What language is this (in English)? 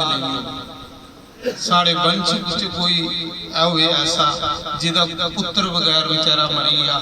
Dogri